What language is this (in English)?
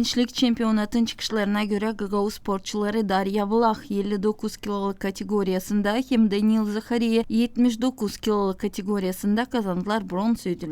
Gagauz